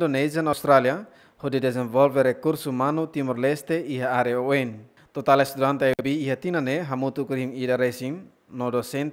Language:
Tetum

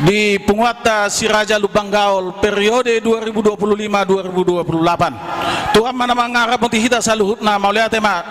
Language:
Batak Toba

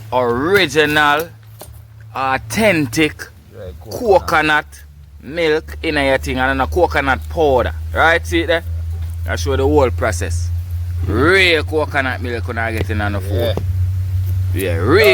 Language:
Jamaican Creole English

